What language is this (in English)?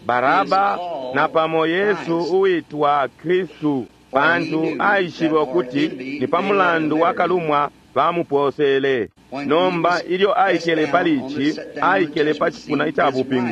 Bemba